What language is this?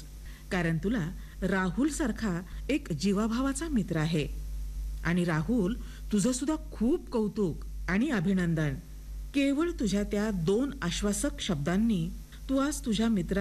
Marathi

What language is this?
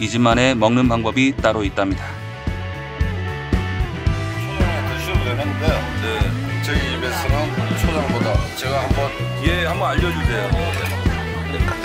Korean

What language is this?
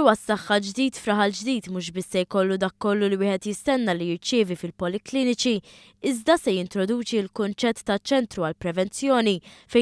Maltese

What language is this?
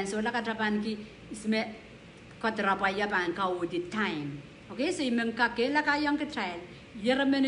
Pohnpeian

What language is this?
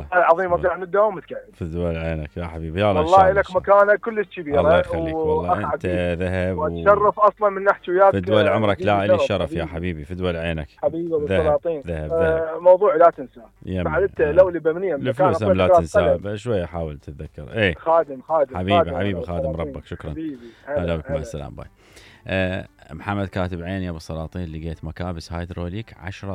Mesopotamian Arabic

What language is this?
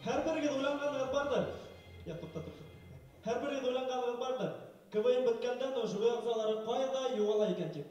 Bashkir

